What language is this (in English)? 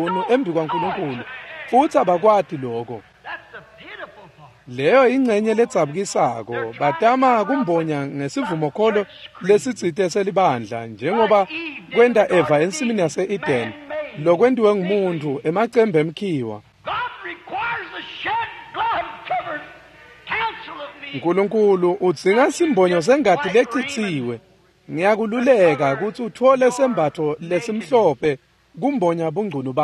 Swati